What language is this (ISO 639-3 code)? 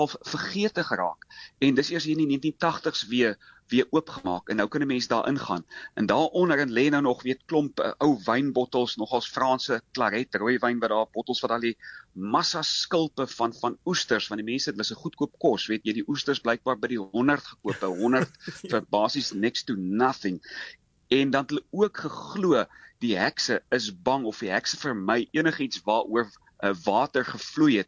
afr